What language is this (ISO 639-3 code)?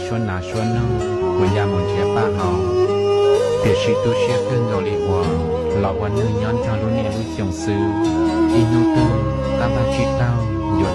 hmn